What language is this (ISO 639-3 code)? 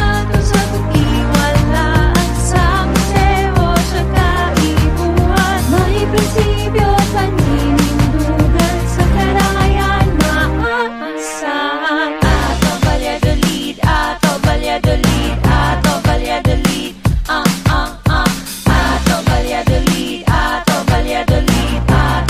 bik